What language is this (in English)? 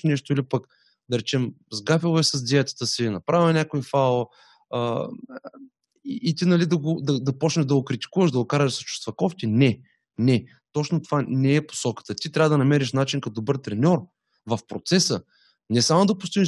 Bulgarian